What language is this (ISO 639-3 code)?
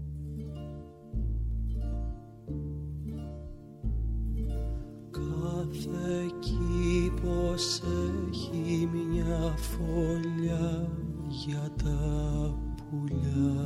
ell